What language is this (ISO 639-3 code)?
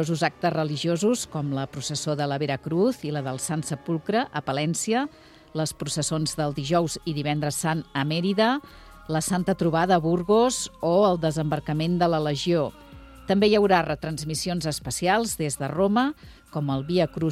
cat